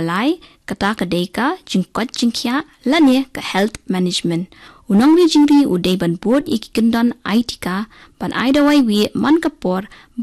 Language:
Khasi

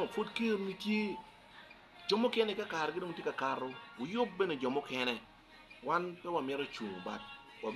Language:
Acoli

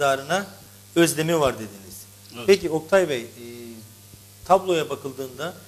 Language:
Turkish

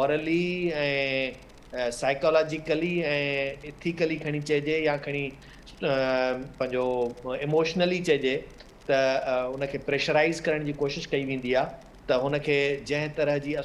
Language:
Sindhi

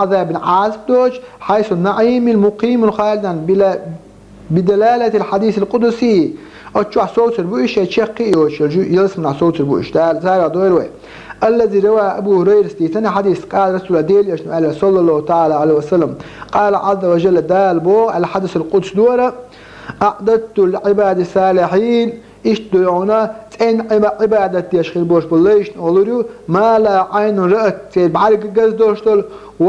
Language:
Chechen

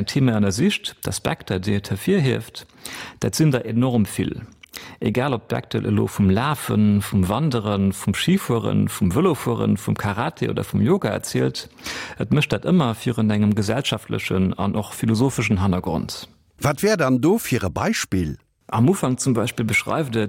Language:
Luxembourgish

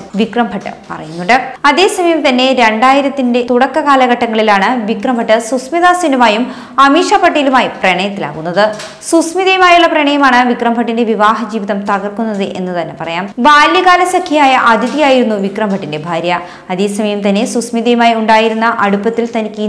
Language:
Malayalam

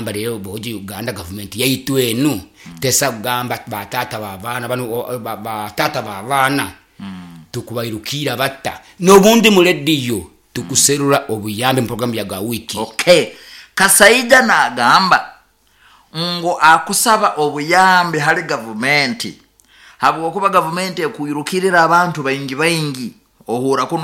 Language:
Nyoro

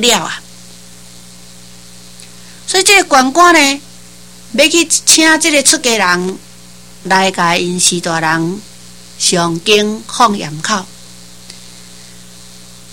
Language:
Min Nan Chinese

